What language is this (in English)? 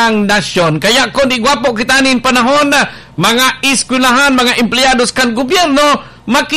Bikol